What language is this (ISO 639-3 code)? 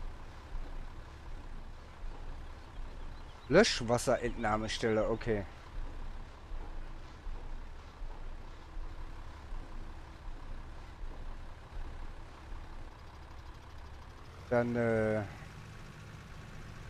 deu